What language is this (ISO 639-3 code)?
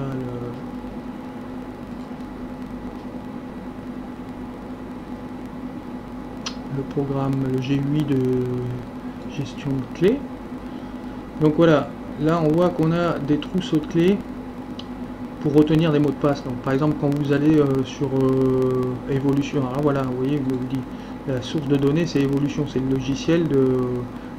fra